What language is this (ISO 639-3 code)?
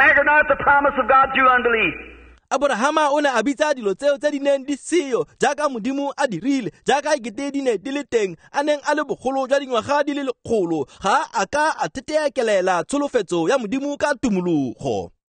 tsn